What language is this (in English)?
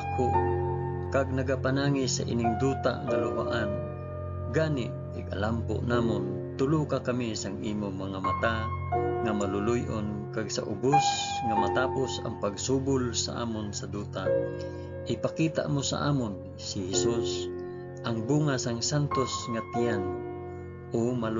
Hiligaynon